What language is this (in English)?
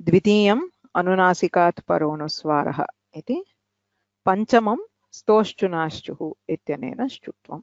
Sanskrit